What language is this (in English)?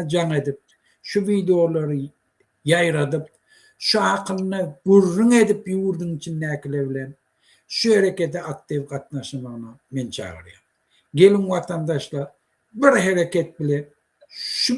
Turkmen